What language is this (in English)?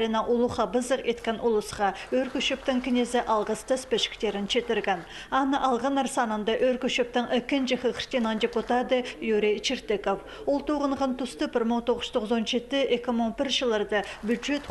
Khakas